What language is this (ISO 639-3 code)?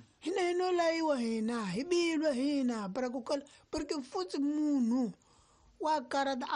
tso